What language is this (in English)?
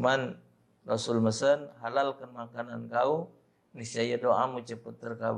Musi